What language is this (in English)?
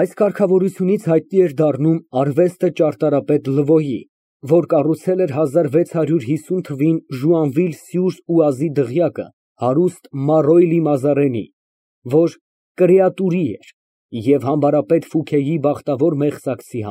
Armenian